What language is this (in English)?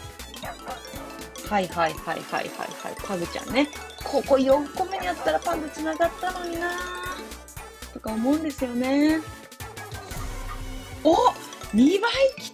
Japanese